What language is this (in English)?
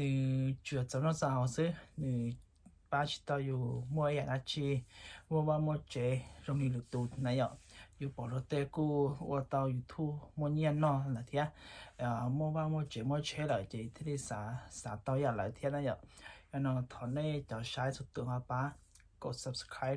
Hmong